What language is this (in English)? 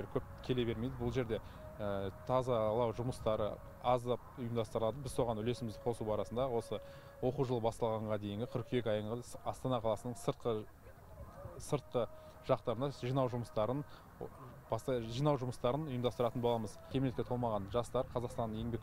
Kazakh